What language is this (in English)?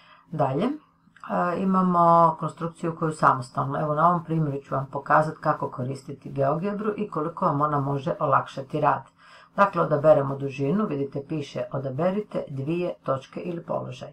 Croatian